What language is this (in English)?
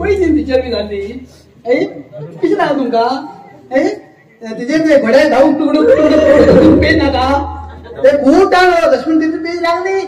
Konkani